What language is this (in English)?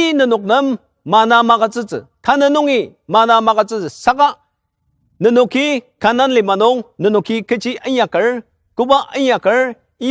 Ao Naga